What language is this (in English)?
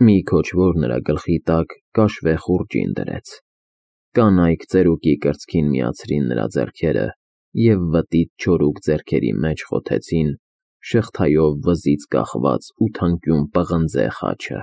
Armenian